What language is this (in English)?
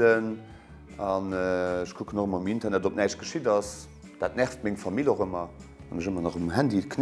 Luxembourgish